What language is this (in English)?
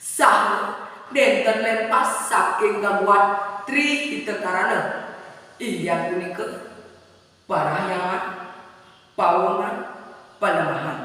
Balinese